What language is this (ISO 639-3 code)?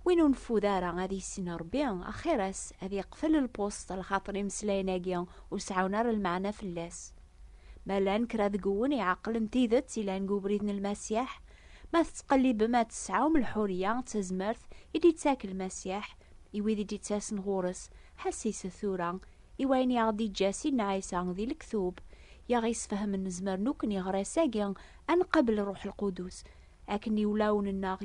kab